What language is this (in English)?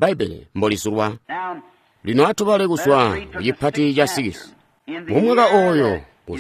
Tonga (Zambia)